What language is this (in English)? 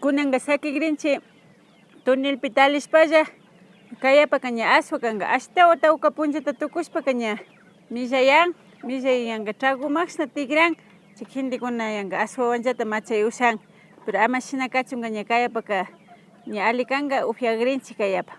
Imbabura Highland Quichua